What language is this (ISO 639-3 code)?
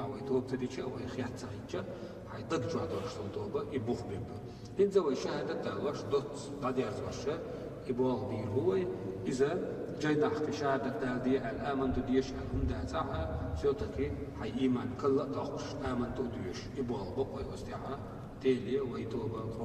che